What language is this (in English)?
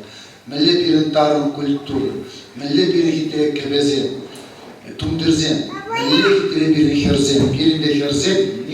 Chuvash